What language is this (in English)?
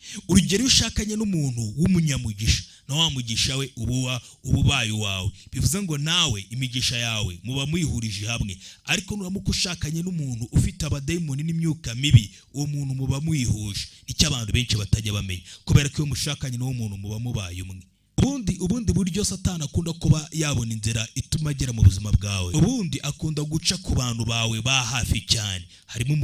Kinyarwanda